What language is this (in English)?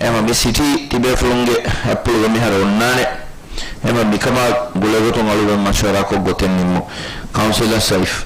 Divehi